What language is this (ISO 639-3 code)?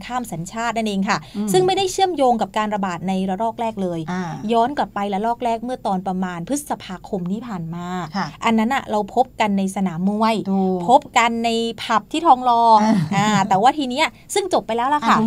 tha